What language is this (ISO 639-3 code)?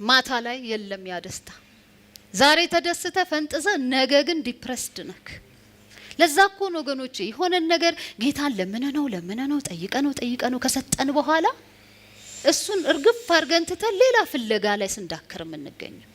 amh